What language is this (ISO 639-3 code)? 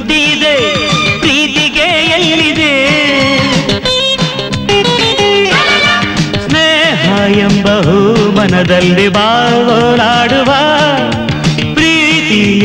kan